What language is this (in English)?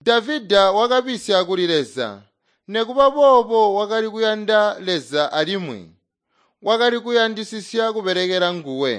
Tonga (Zambia)